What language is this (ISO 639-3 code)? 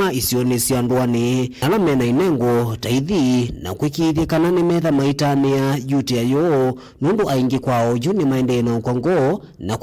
kam